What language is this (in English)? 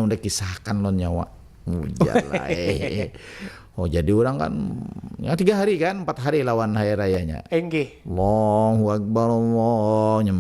Banjar